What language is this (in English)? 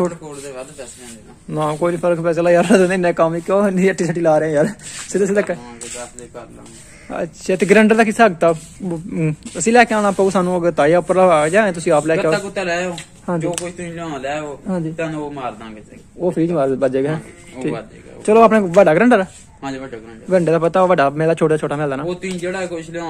Punjabi